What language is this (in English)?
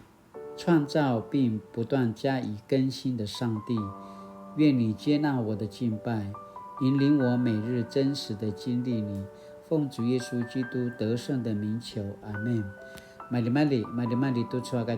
Paiwan